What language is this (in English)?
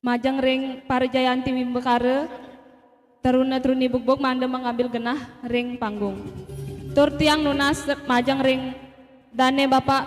Balinese